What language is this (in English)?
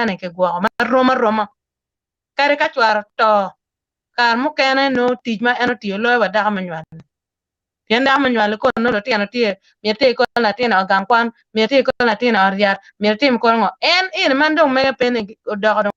Acoli